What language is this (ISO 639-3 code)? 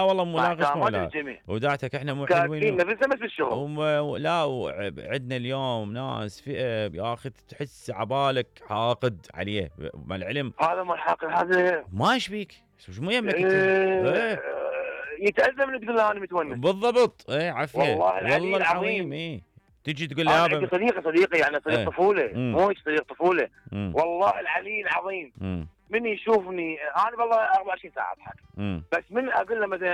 acm